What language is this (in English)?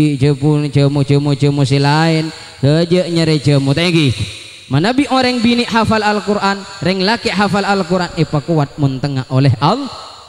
Madurese